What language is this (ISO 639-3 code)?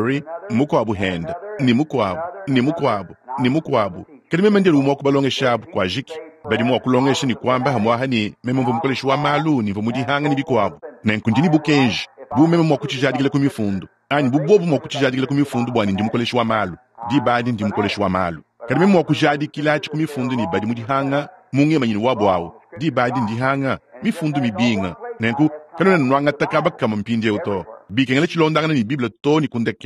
lua